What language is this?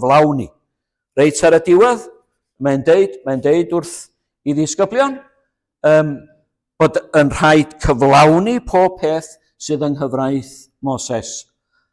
Welsh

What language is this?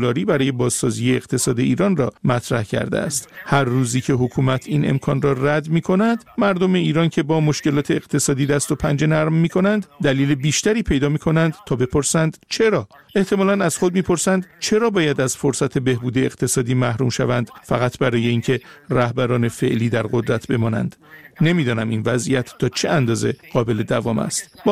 Persian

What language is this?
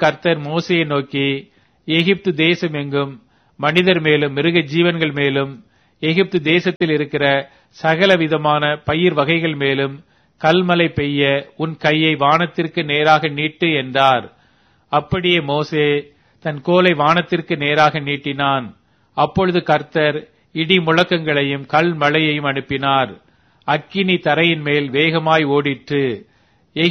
Tamil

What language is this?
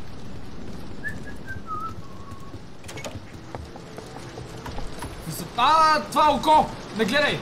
Bulgarian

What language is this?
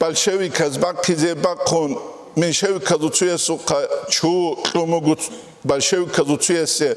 Avaric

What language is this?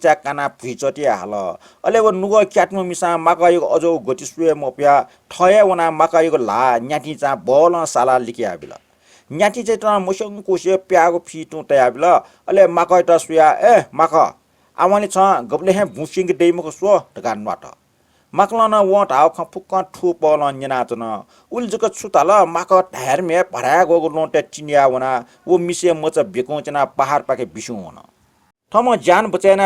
Newari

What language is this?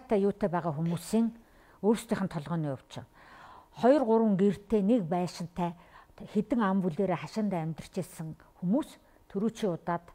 Mongolian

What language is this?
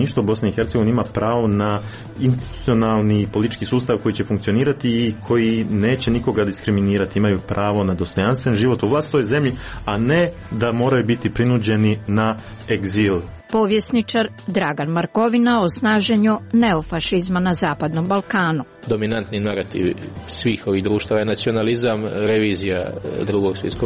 Croatian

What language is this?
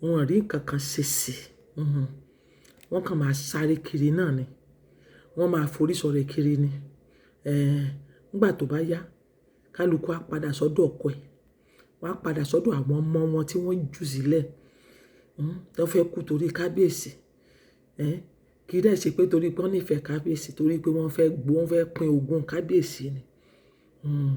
Yoruba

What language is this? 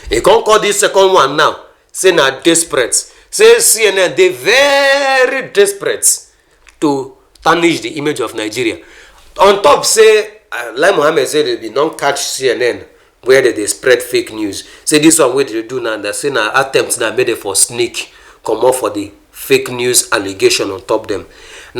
Nigerian Pidgin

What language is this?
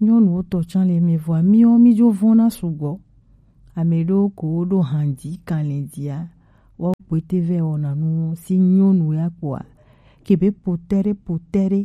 Gen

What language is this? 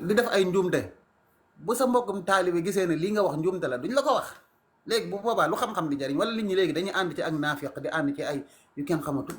Wolof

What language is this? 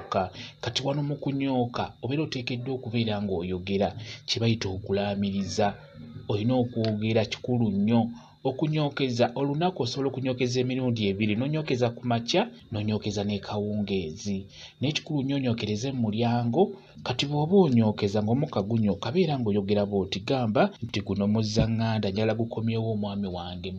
Ganda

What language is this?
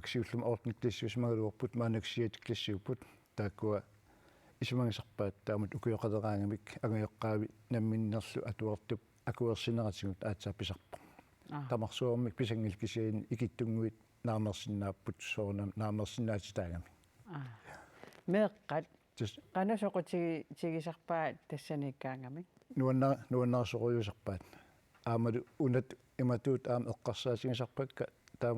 Kalaallisut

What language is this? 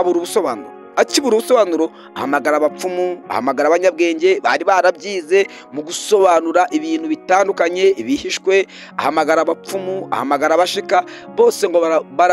Kinyarwanda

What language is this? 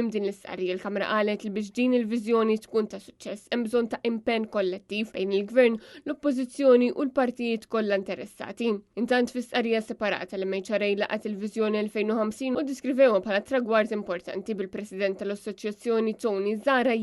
Maltese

